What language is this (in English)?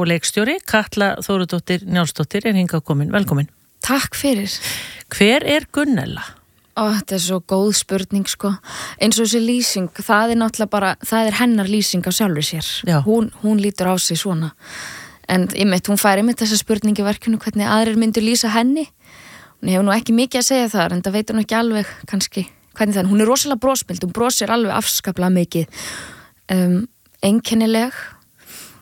Icelandic